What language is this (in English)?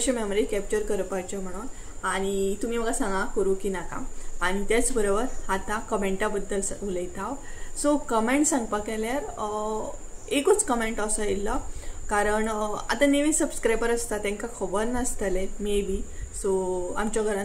Konkani